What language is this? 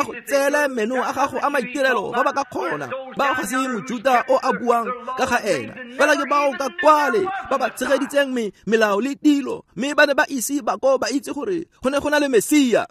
Tswana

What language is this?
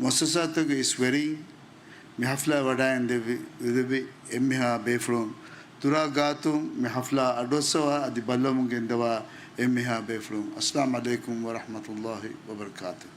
Divehi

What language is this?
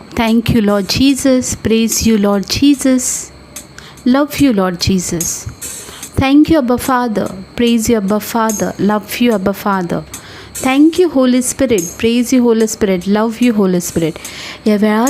Konkani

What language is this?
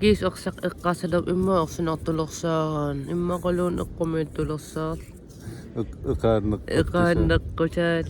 Kalaallisut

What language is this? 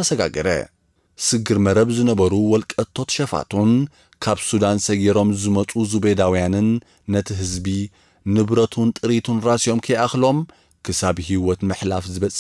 Tigrinya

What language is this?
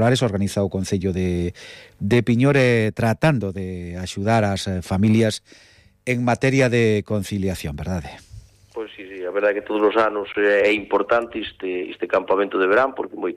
Galician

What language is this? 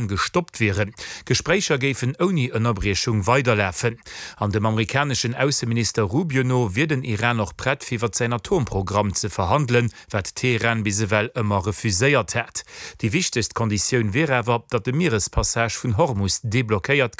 Luxembourgish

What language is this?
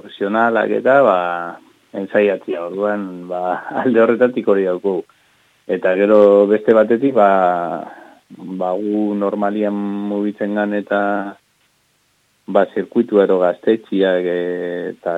Basque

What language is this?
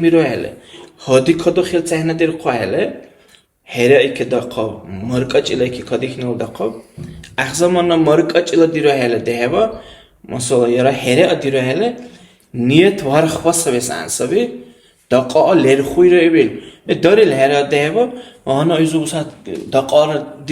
Dargwa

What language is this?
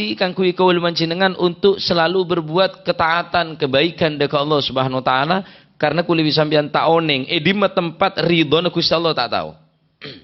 Madurese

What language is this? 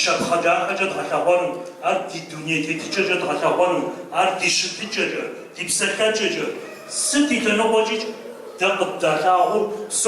Kabardian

